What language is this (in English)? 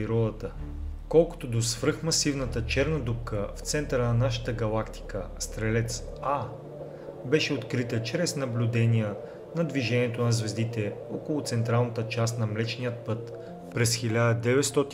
Bulgarian